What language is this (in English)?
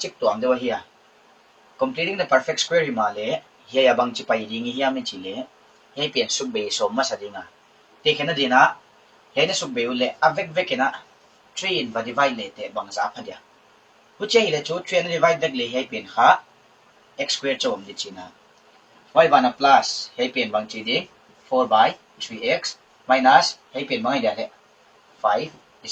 Paite Chin